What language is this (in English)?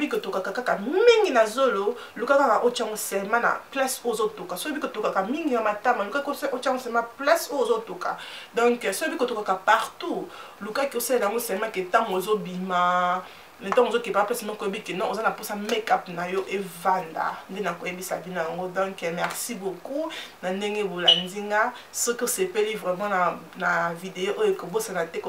Lingala